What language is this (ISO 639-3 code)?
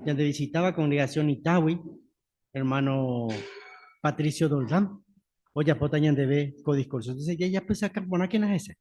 grn